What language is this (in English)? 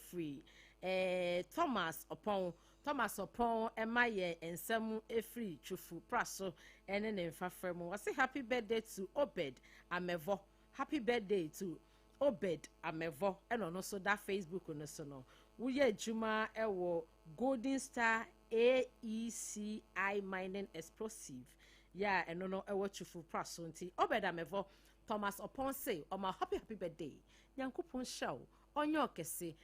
Akan